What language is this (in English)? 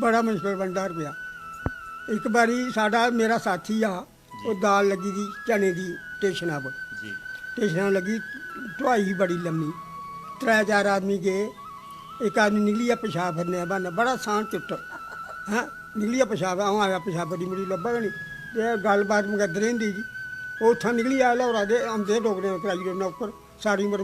Dogri